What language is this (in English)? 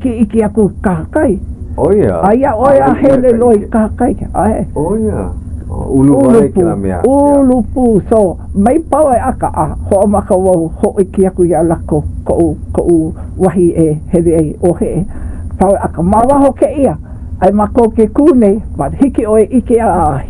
Hawaiian